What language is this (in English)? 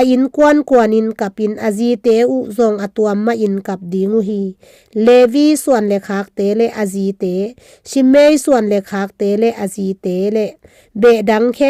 Tedim Chin